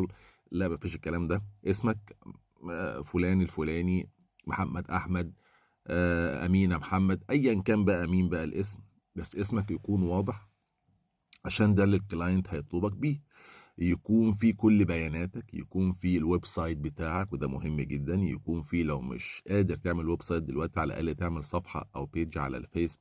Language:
Egyptian Arabic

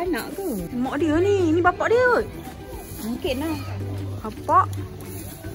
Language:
Malay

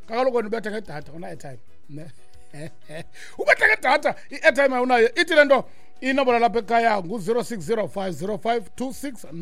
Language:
Xhosa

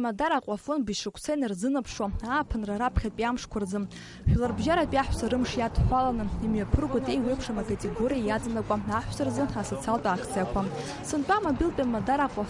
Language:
Abkhazian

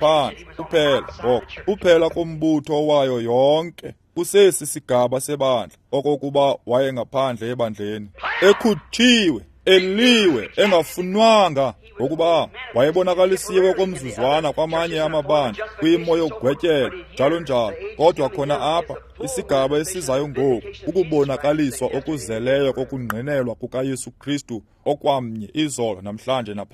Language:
Xhosa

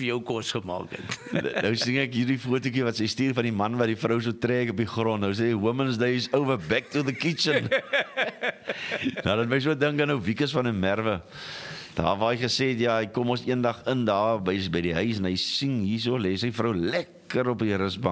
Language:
Afrikaans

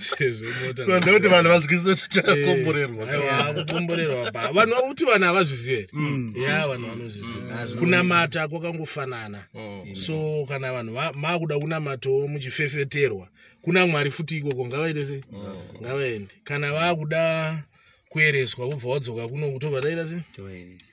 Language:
Shona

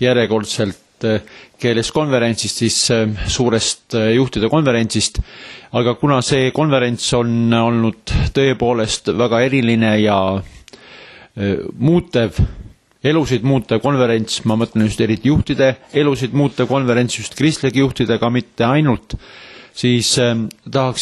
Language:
Estonian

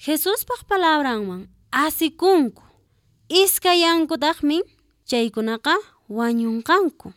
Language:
Quechua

